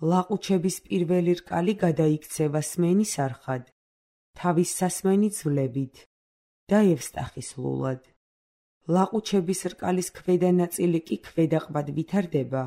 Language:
Georgian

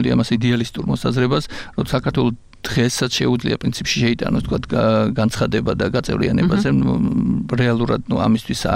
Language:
Georgian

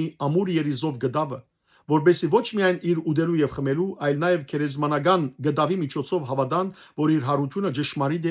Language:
Western Armenian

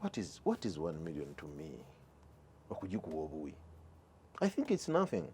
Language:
Ganda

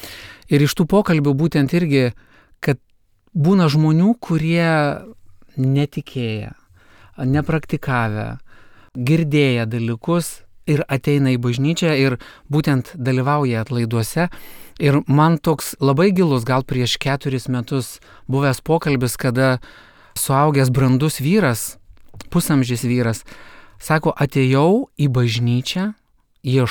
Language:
Lithuanian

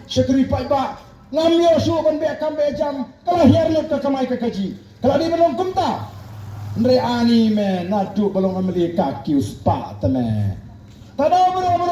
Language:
Khasi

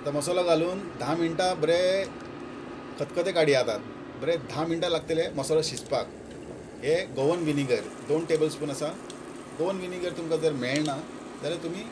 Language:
Konkani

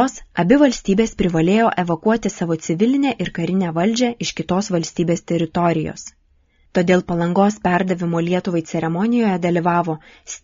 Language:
Lithuanian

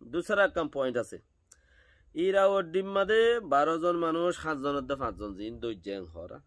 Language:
Rohingya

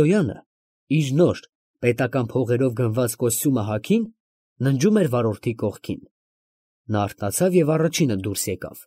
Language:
Armenian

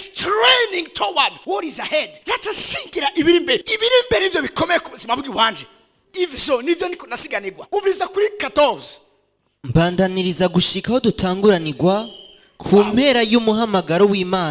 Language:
Rundi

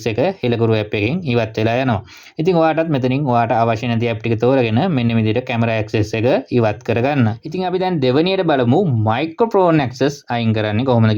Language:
Sinhala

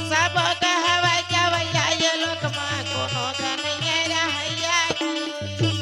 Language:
Chhattisgarhi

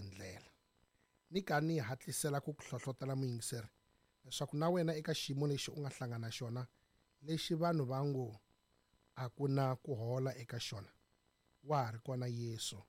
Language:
Tsonga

